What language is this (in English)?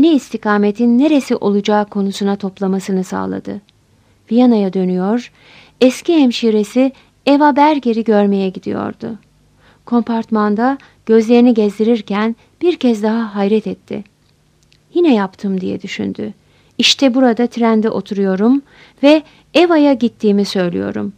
Turkish